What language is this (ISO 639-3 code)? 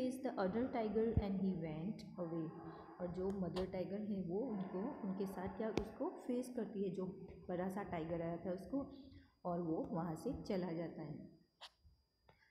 hin